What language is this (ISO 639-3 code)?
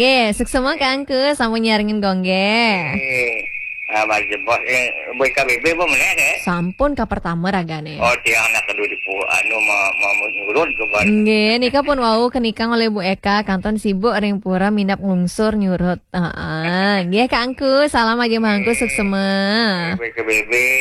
ban